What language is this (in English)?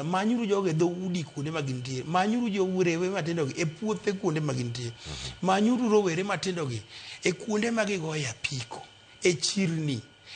Luo (Kenya and Tanzania)